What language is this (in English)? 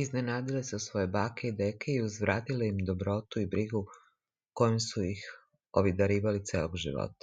Serbian